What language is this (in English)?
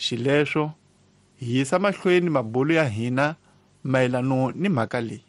Tsonga